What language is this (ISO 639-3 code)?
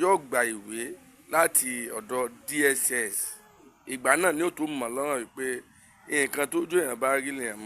yor